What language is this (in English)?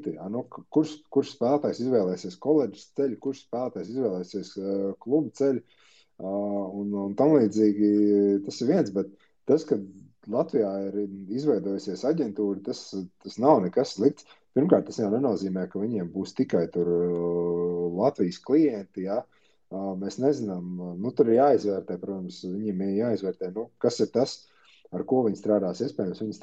Latvian